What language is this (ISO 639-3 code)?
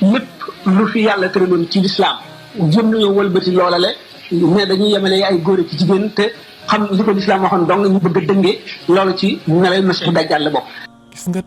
wol